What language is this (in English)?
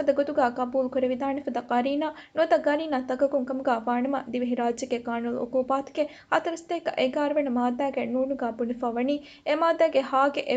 Divehi